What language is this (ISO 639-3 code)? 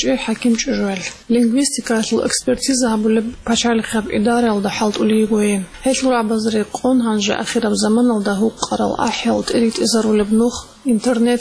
ava